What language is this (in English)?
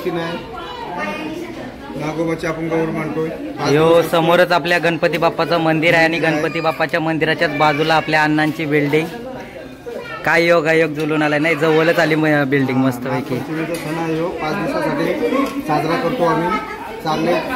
Marathi